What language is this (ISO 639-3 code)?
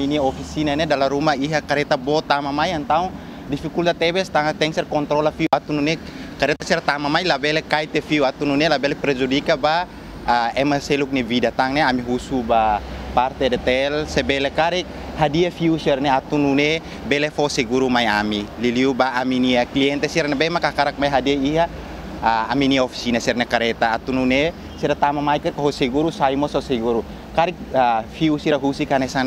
tet